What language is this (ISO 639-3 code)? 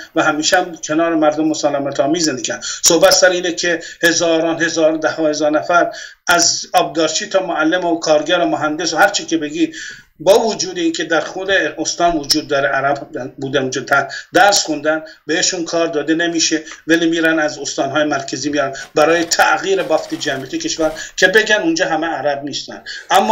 fas